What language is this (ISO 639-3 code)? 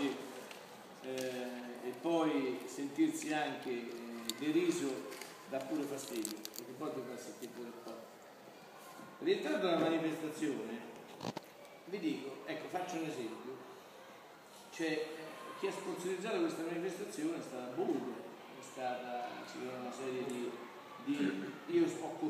ita